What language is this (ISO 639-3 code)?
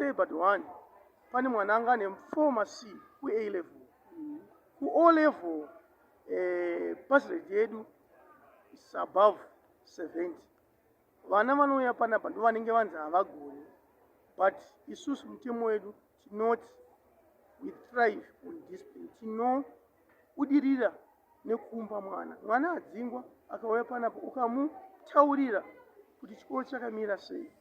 sna